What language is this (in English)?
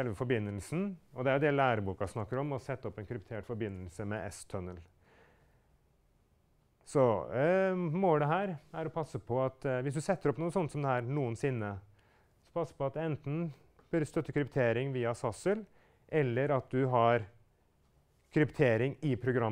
Norwegian